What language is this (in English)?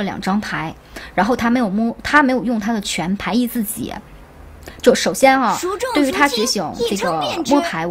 Chinese